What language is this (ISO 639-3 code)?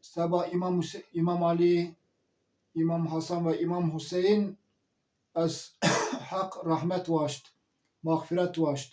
zza